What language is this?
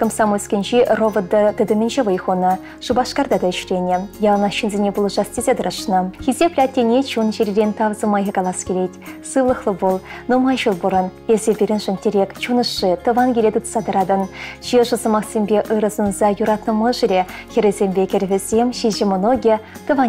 Chuvash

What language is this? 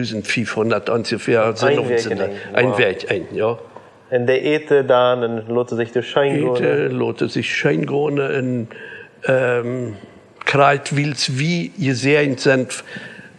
Plautdietsch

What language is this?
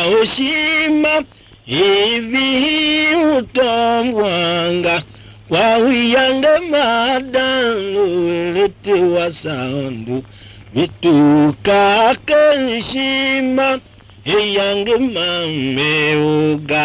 Tiv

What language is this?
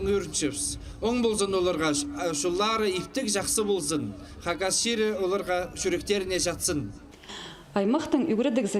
Khakas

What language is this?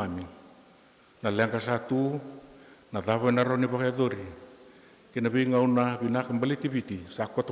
Fijian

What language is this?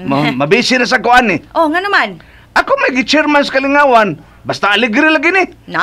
Cebuano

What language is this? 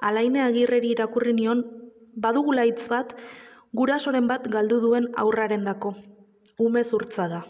Basque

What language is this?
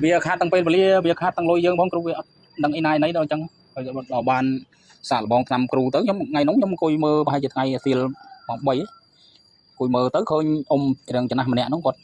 Khmer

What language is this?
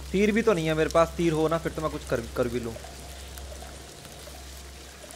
Hindi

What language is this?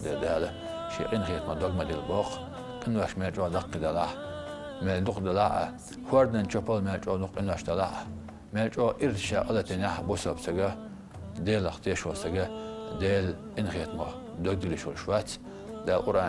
Chechen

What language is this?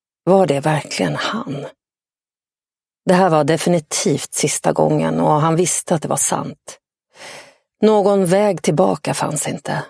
Swedish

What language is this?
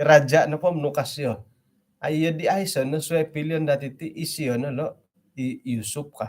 Central Dusun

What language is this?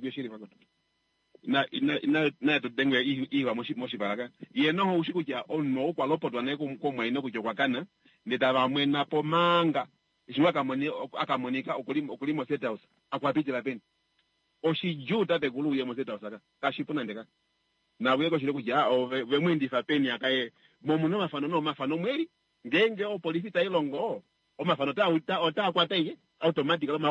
Kuanyama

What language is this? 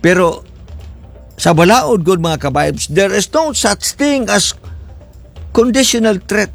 Cebuano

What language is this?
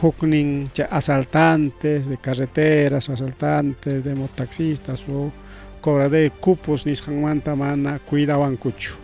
Ayacucho Quechua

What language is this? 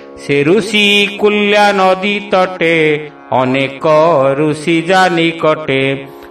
Odia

